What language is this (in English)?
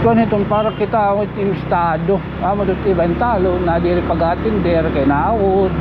Waray